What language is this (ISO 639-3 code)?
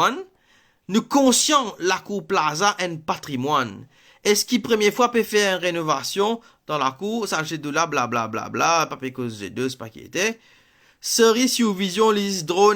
mfe